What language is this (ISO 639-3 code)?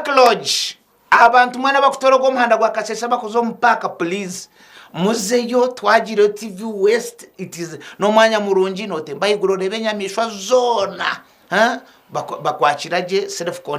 nyn